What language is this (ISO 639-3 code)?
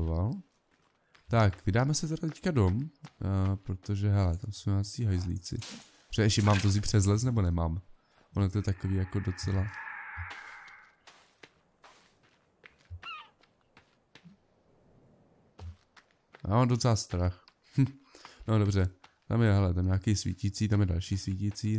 ces